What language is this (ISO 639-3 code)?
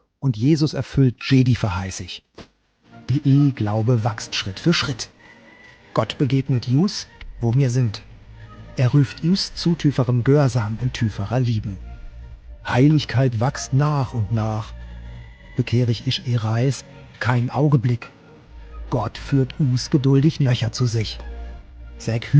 gsw